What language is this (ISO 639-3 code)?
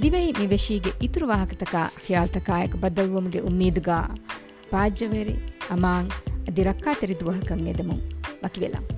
div